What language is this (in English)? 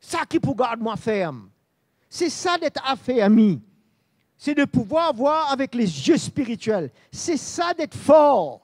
Morisyen